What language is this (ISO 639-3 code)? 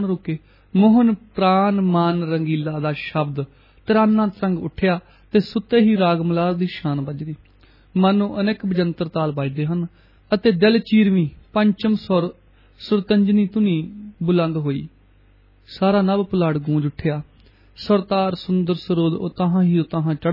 pan